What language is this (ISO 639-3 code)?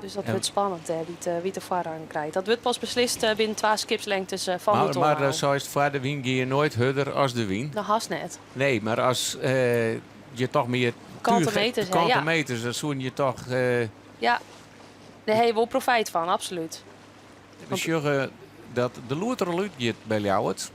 fry